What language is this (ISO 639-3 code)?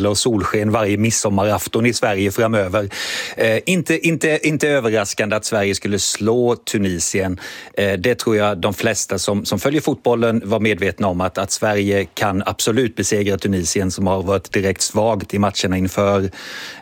swe